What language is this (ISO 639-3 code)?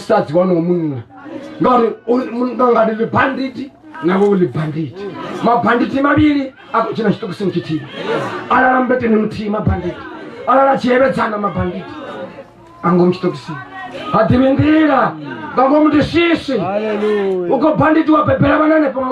ven